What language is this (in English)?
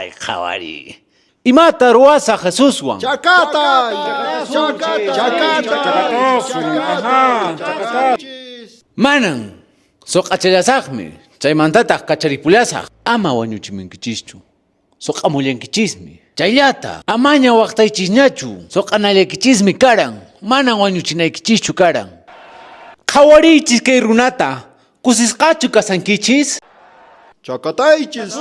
Quechua